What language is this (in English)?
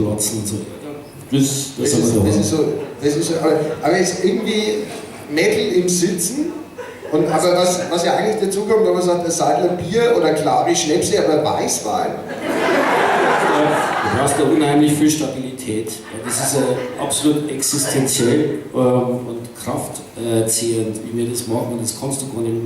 Bavarian